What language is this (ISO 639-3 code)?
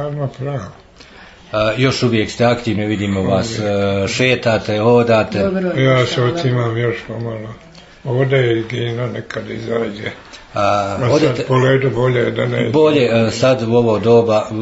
hrv